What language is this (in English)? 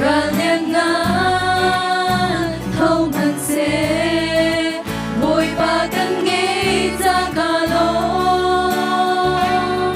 Hakha Chin